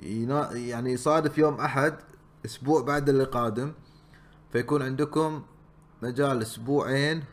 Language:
Gulf Arabic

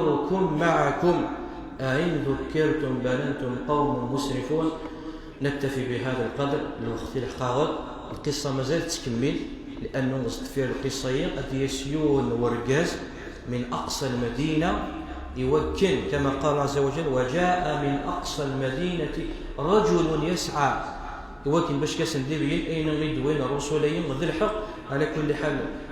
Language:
Kabyle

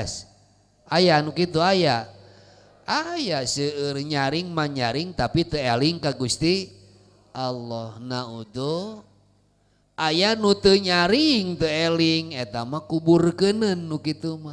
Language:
Sundanese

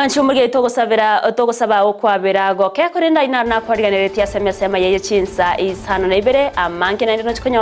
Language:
Gusii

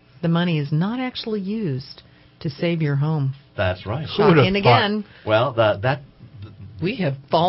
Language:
English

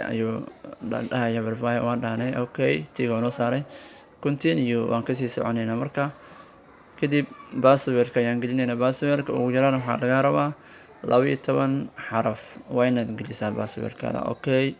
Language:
Somali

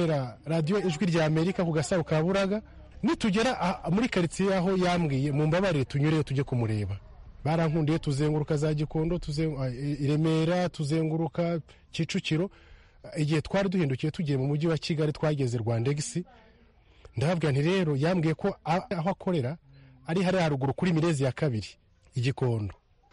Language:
Kinyarwanda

